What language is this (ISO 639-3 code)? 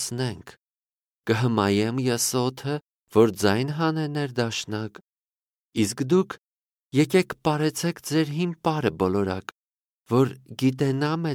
hye